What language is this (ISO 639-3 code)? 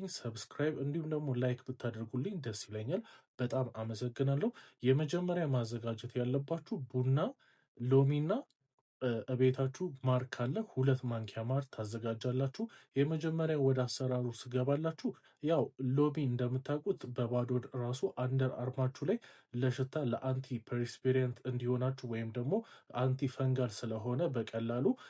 amh